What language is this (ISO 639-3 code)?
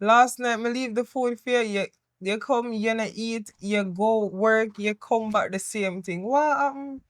jam